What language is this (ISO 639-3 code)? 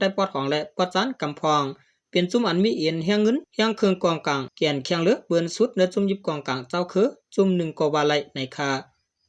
shn